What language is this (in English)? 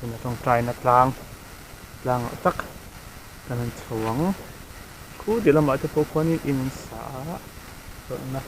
Mizo